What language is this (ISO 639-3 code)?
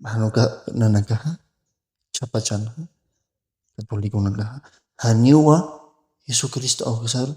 aym